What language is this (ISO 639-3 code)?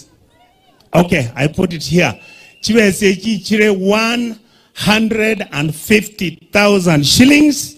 guz